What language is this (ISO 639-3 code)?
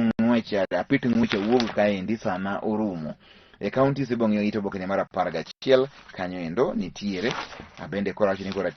luo